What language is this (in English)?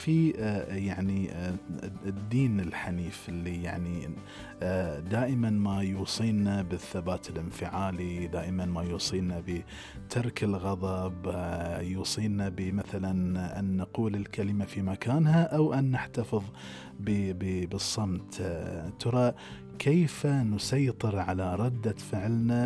Gulf Arabic